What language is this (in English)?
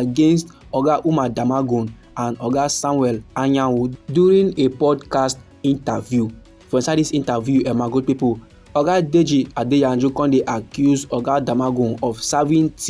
Nigerian Pidgin